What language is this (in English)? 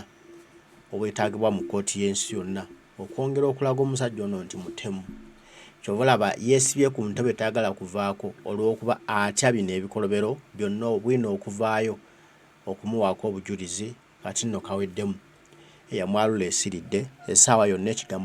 Ganda